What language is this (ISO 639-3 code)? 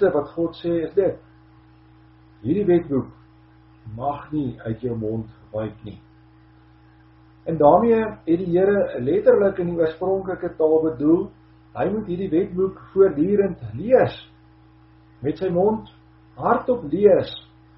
afr